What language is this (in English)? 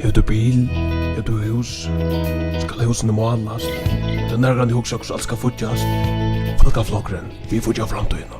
Faroese